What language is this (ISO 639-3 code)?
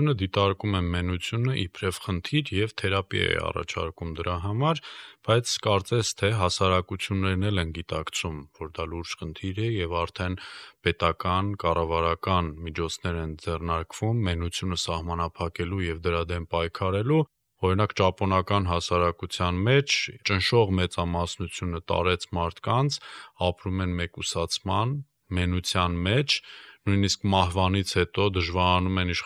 hye